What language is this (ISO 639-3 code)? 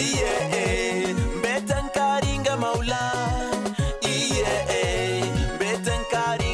mer